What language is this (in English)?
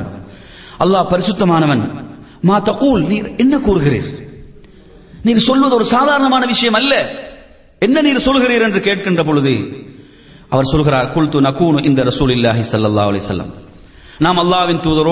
Tamil